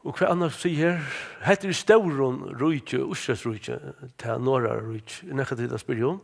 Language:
Faroese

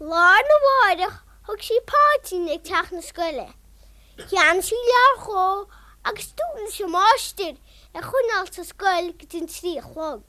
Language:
Irish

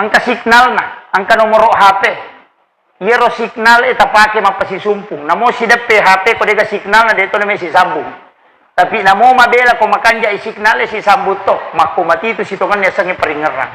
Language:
Buginese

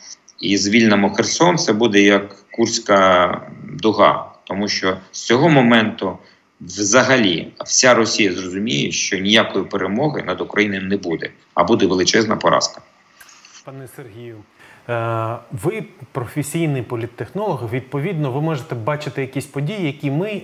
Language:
Ukrainian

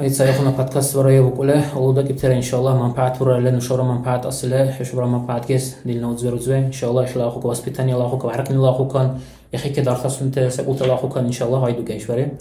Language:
Dargwa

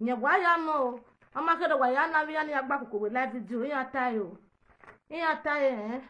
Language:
Nigerian Pidgin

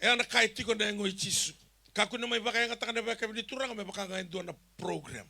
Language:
Fijian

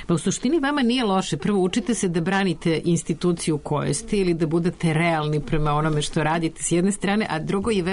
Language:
Serbian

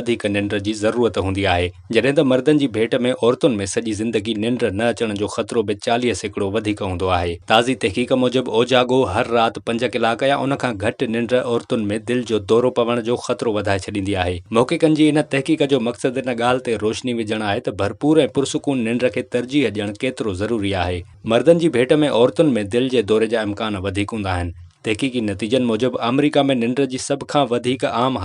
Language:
Sindhi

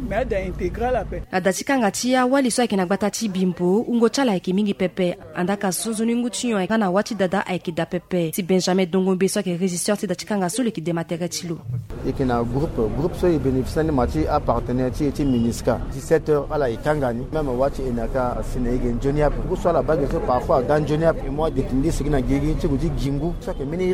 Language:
Sango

